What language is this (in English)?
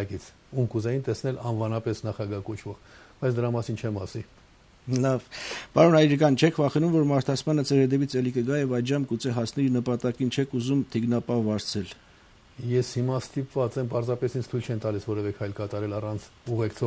Armenian